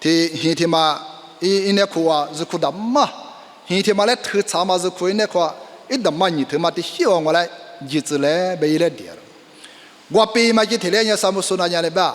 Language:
Lisu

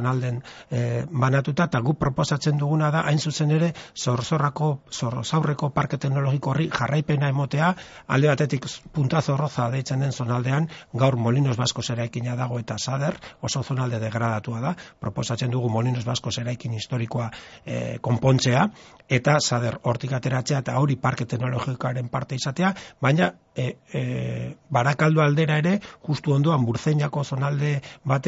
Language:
Basque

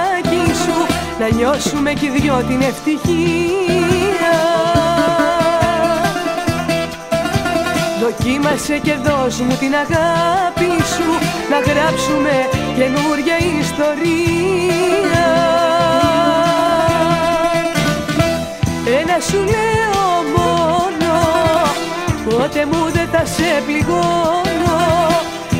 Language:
Greek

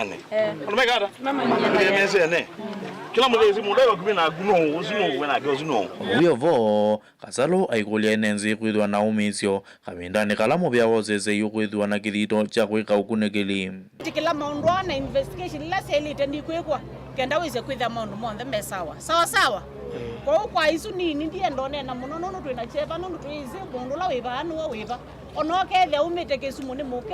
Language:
Kamba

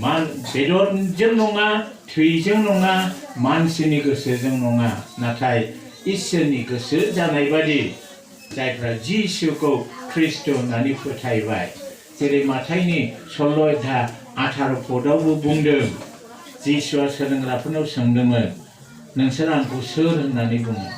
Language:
Bodo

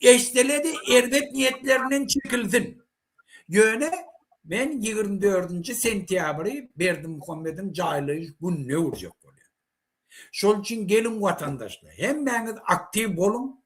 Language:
Turkmen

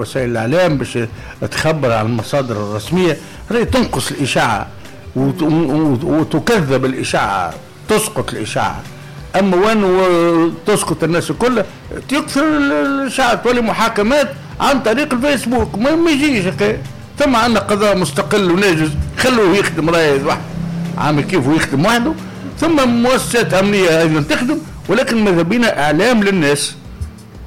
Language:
Tunisian Arabic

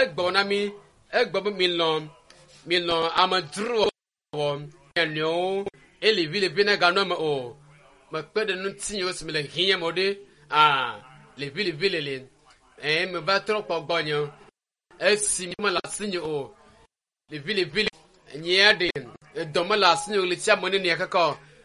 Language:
Ewe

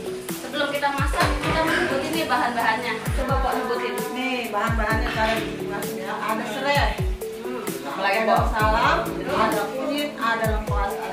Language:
Betawi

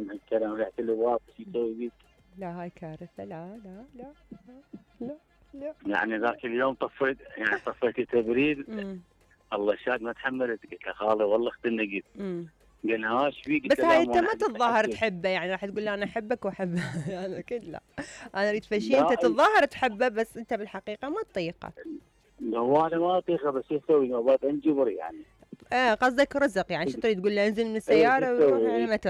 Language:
Mesopotamian Arabic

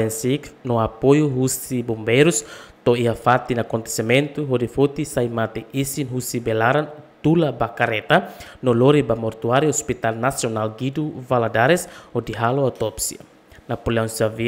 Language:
Tetum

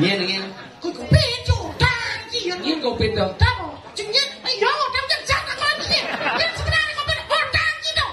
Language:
Balinese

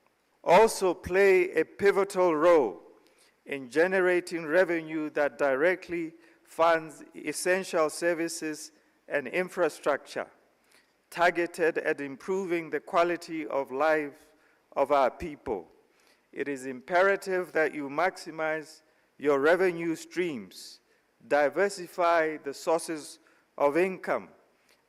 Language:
Tswana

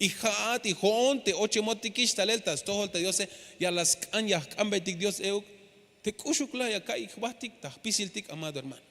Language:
Tzeltal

